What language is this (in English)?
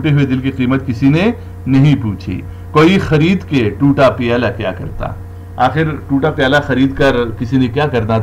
Urdu